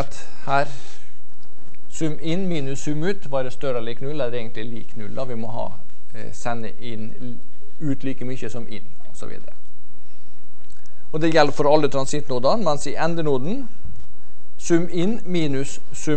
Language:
Norwegian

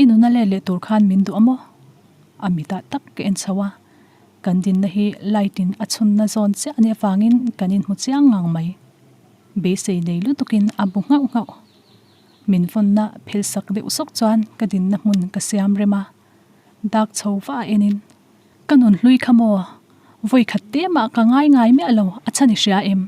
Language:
Mizo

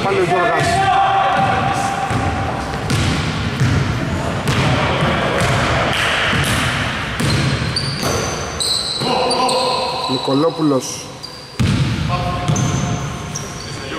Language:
Greek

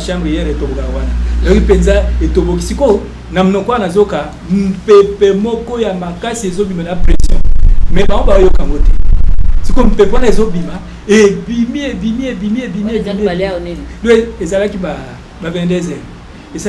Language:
Lingala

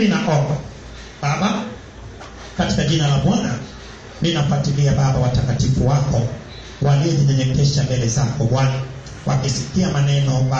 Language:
Swahili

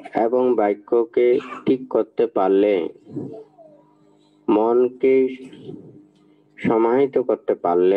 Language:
Bangla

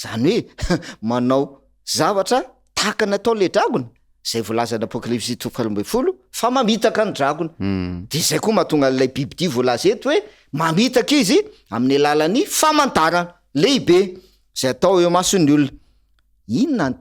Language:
Malagasy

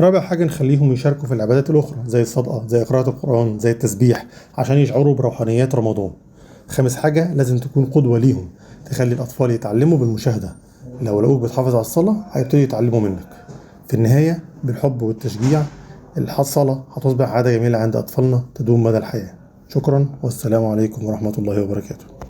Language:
Egyptian Arabic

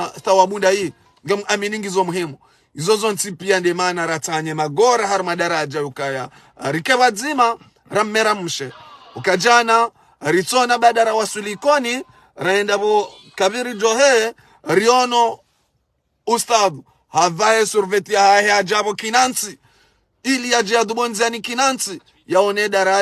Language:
Ngazidja Comorian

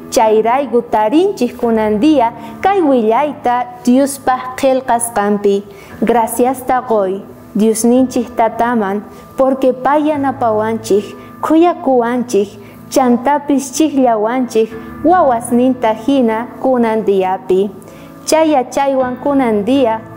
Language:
South Bolivian Quechua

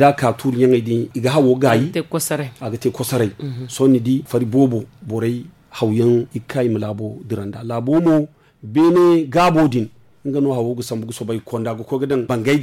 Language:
Zarma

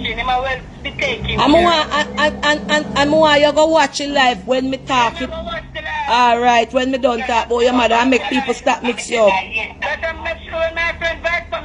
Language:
Jamaican Creole English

